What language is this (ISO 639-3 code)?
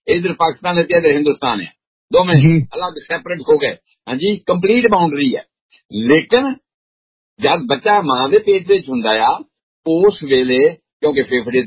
pan